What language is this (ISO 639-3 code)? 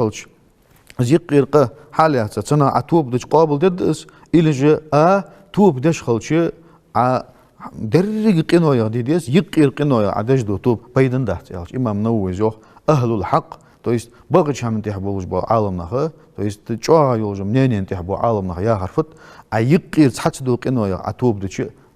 inh